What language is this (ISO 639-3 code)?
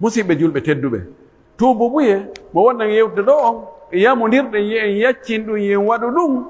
fuf